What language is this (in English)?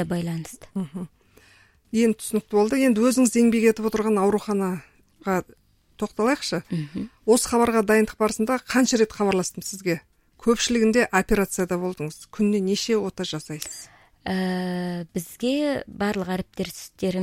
Kazakh